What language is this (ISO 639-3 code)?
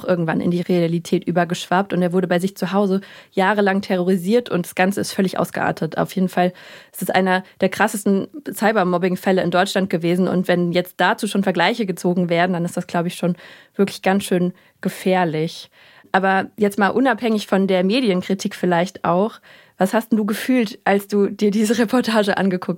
deu